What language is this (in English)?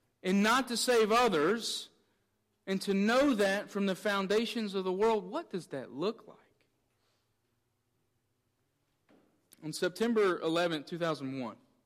English